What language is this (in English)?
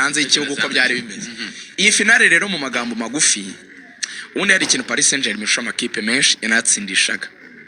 Kinyarwanda